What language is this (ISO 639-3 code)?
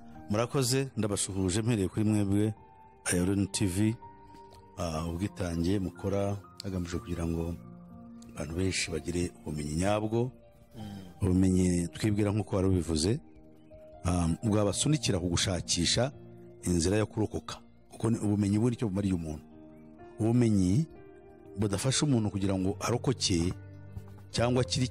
kin